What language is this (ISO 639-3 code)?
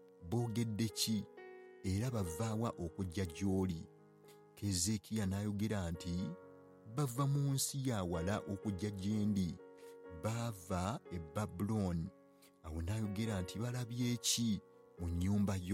lug